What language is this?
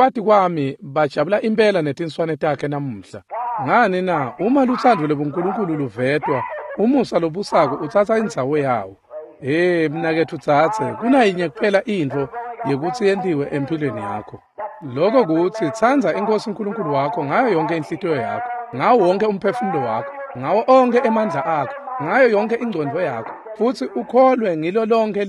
Swati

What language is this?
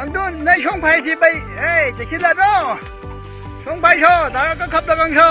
Manipuri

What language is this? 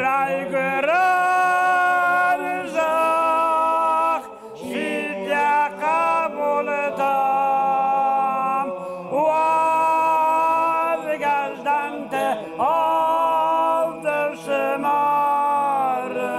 Ossetic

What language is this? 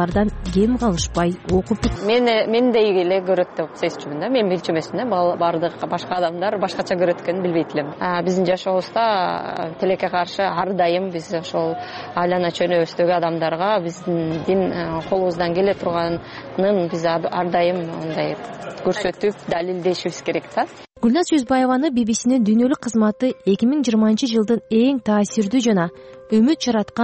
Kyrgyz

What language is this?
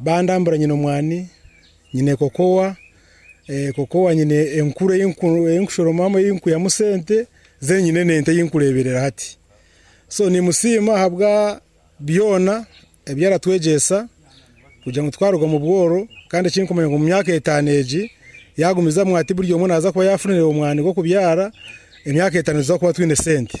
Nyoro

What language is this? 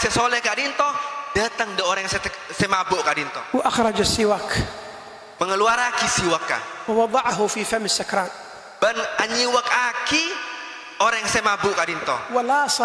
Madurese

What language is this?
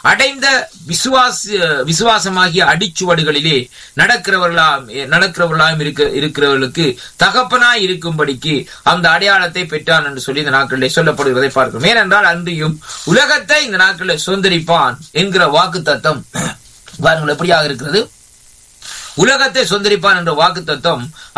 Tamil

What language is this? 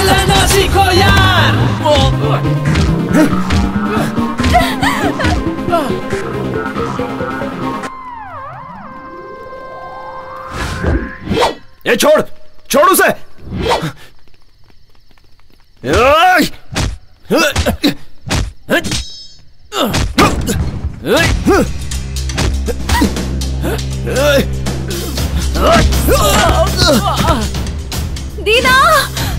Hindi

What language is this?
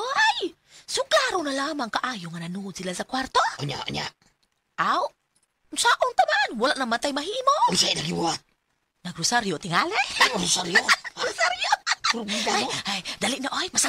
Cebuano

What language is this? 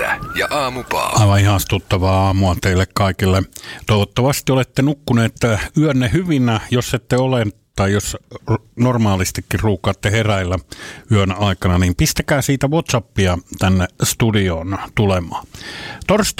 Finnish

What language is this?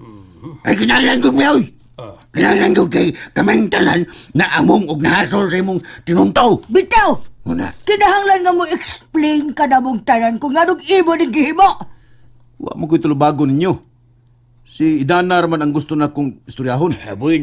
Cebuano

